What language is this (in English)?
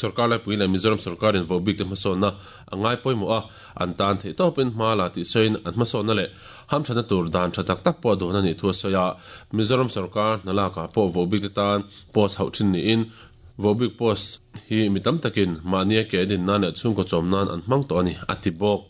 Mizo